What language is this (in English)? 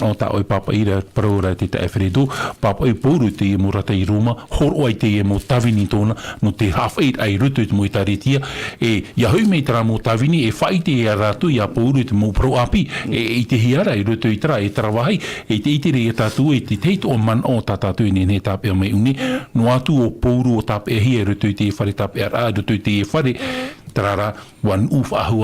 Tahitian